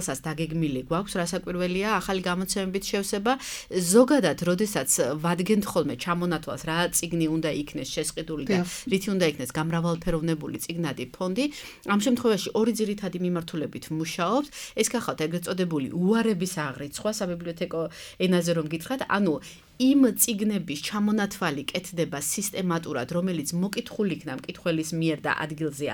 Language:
Georgian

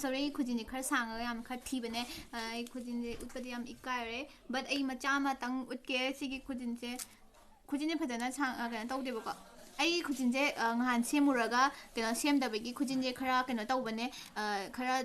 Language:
Manipuri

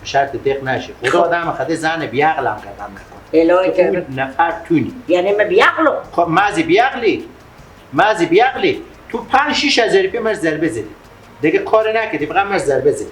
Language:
Persian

